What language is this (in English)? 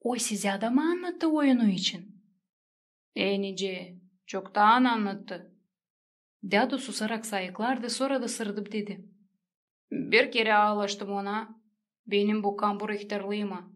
Gagauz